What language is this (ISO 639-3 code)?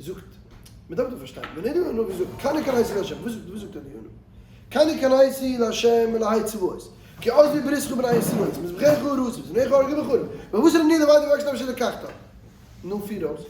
yid